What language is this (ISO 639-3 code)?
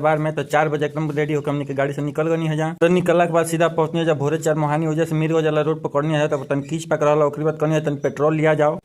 bho